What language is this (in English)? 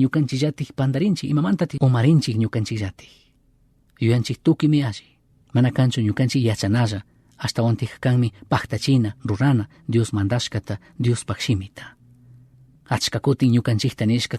Chimborazo Highland Quichua